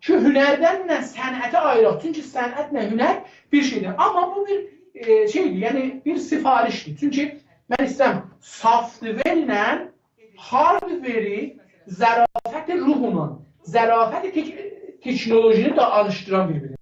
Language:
South Azerbaijani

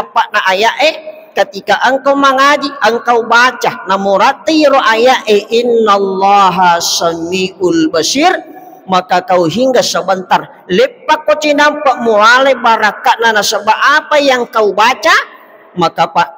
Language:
Buginese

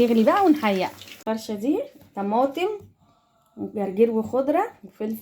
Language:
Egyptian Arabic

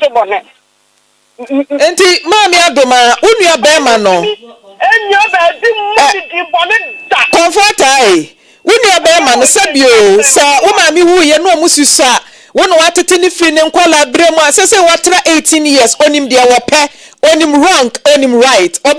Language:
Akan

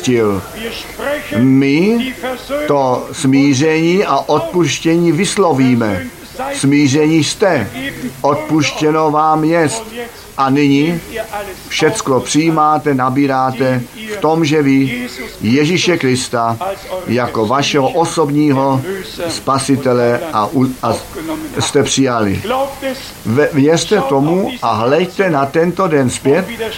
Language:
Czech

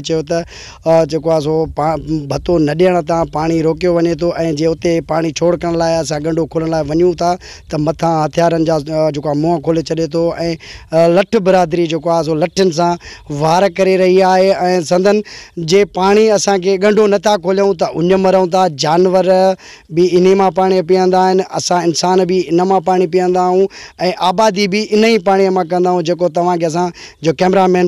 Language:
Sindhi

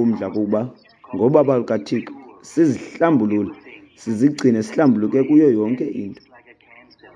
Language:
Xhosa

